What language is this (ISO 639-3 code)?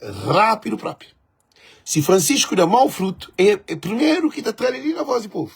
kea